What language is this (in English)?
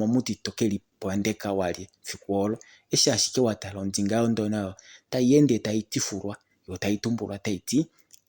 Kuanyama